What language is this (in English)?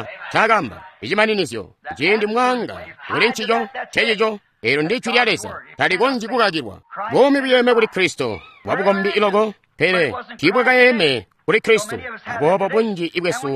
Tonga (Zambia)